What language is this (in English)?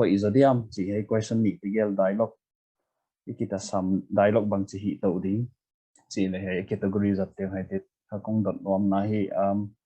Paite Chin